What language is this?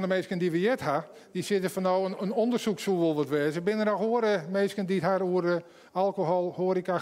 Western Frisian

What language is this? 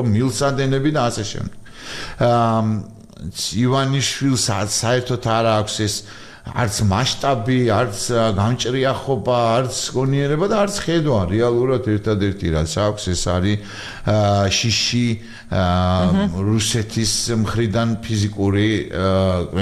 Georgian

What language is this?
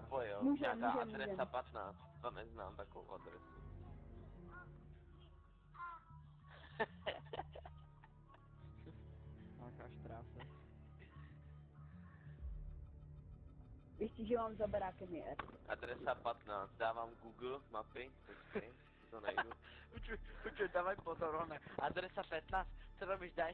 Czech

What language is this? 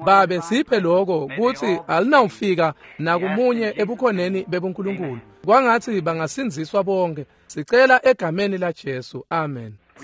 Swati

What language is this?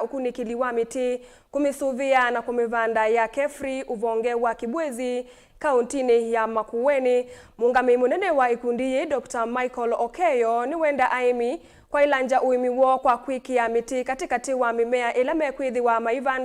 Kamba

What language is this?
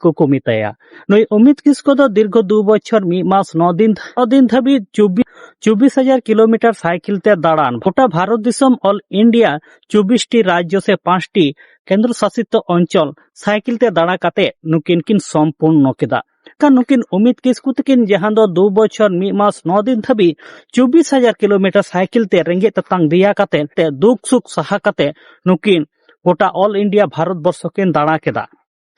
Santali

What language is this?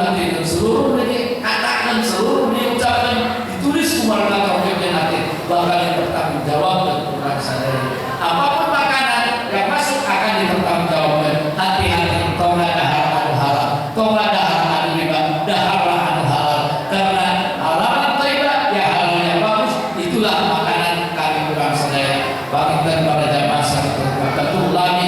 Sundanese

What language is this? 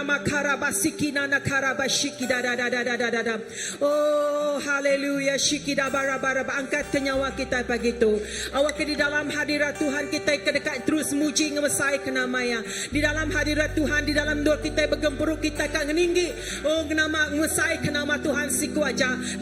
Iban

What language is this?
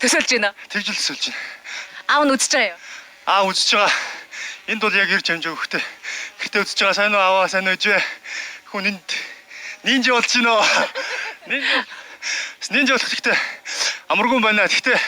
Mongolian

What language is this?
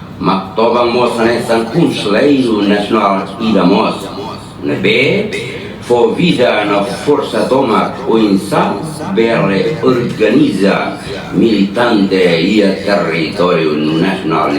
Tetum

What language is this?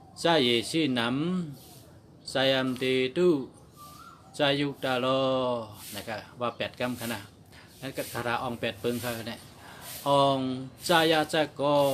Shan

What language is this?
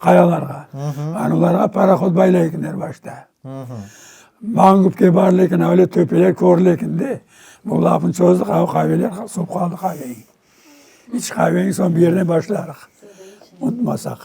Crimean Tatar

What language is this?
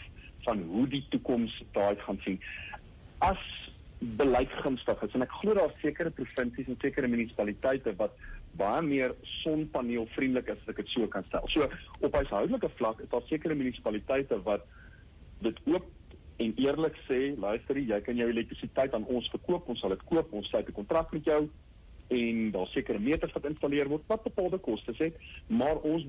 Afrikaans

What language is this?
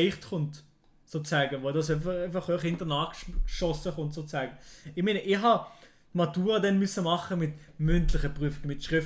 Swiss German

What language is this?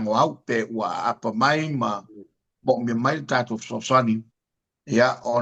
Samoan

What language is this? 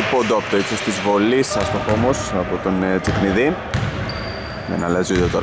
Greek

